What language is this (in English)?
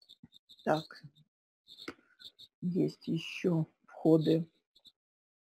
Russian